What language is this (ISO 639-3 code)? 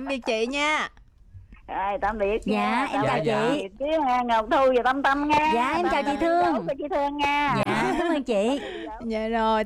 vie